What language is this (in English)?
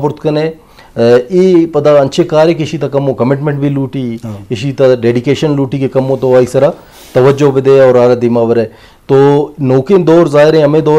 Eastern Balochi